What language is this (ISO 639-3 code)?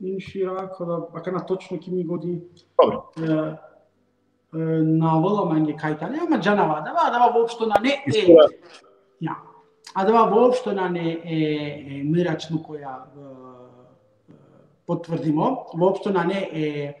rmn